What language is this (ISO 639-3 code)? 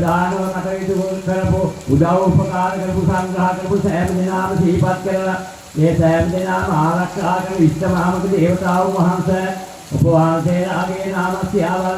sin